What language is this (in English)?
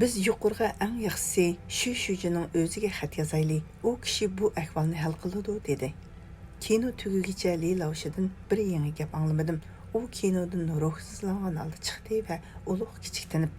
Uyghur